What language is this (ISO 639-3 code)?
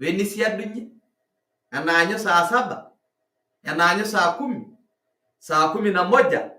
mas